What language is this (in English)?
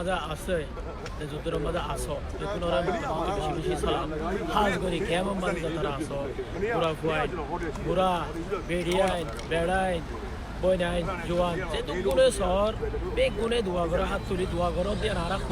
Rohingya